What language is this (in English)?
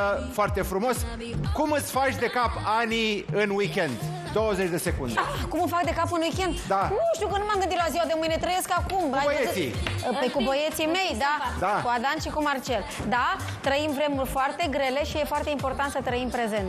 Romanian